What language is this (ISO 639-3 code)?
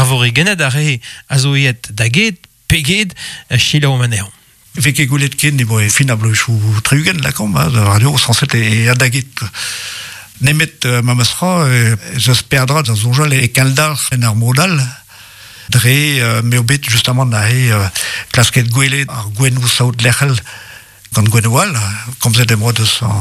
bre